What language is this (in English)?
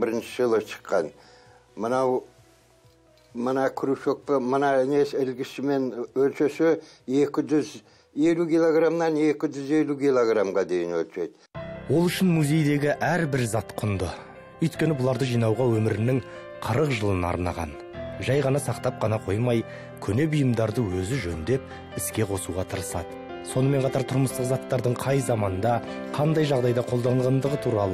Kazakh